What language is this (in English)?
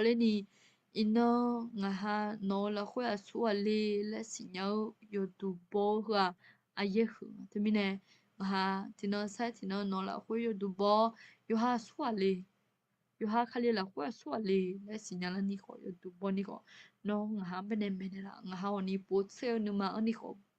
Akha